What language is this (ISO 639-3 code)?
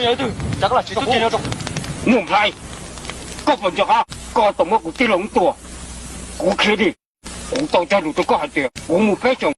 hmn